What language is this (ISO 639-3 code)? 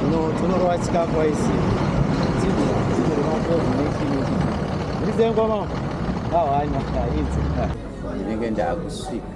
sna